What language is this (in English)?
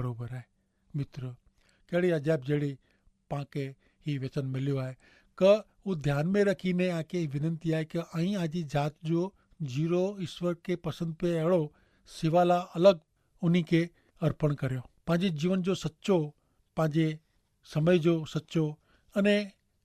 Kachhi